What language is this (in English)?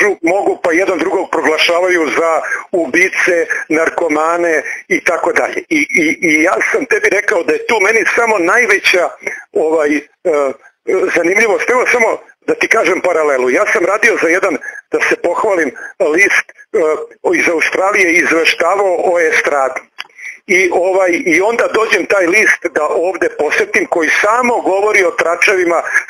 Serbian